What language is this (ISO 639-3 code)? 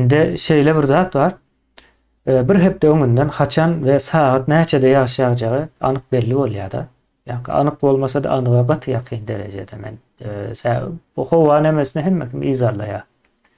tuk